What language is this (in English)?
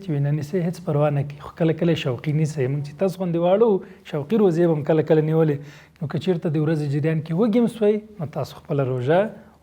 Pashto